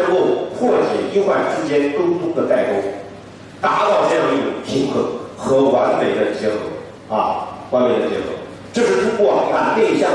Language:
Chinese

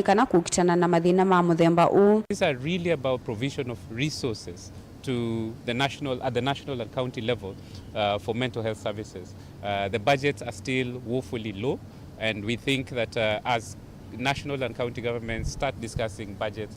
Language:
Kamba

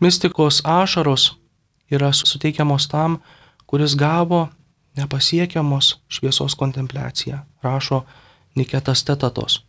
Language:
Lithuanian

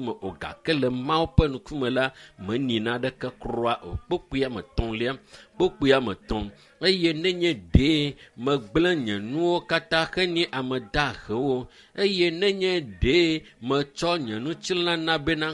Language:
Ewe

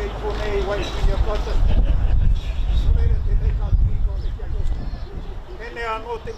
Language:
Māori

